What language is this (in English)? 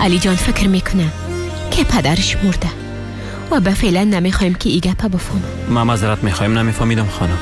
Persian